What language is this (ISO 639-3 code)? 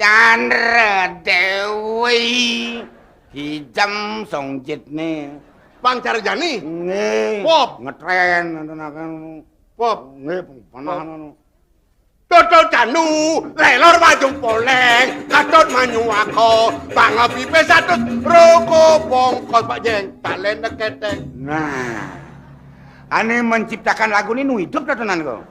ban